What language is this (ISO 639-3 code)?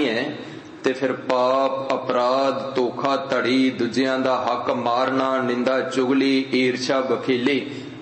pan